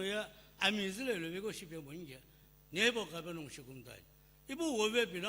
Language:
Sumi Naga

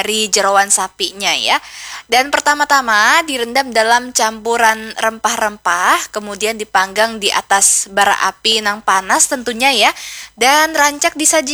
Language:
Banjar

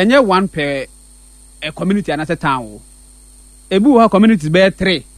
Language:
Akan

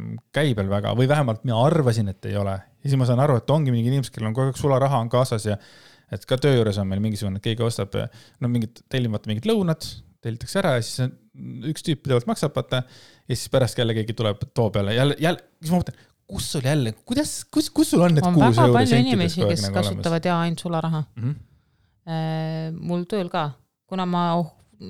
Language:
Estonian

